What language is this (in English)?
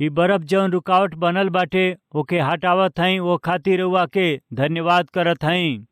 Bhojpuri